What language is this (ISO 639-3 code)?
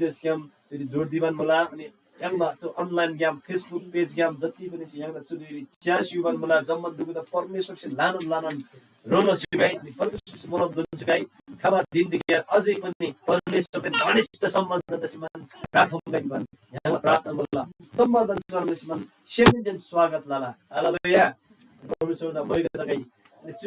taj